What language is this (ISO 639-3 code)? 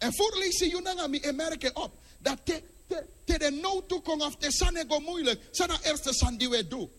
srn